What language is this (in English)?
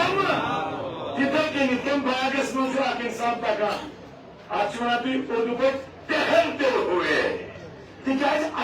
Kashmiri